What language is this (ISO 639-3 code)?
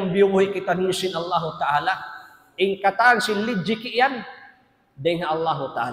tsg